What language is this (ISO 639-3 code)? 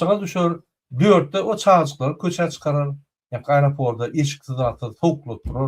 tuk